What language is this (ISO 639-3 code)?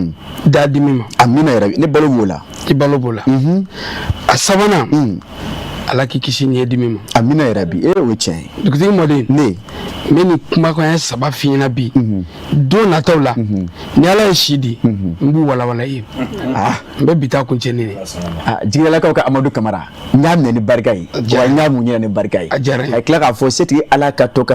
bam